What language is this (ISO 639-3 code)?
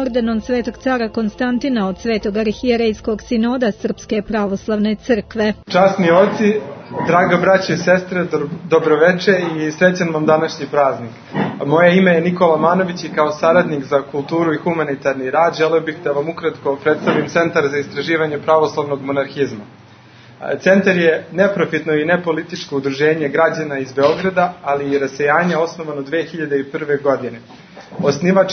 srp